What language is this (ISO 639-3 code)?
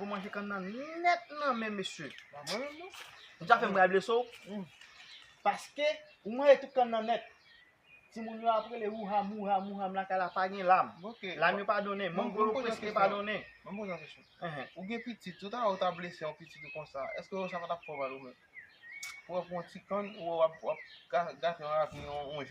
hat